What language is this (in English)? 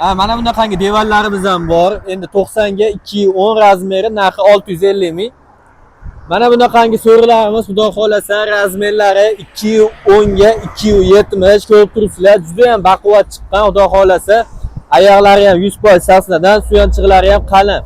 Uzbek